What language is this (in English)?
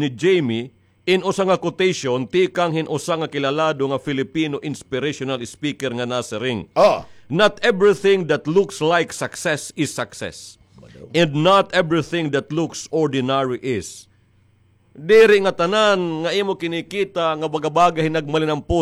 Waray